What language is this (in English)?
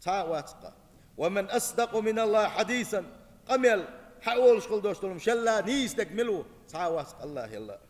Chechen